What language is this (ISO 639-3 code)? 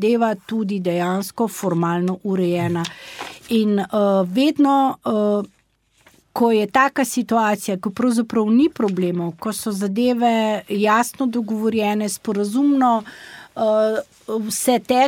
slv